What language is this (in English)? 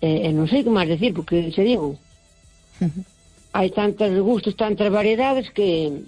Galician